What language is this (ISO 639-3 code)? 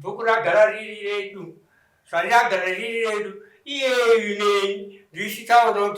sna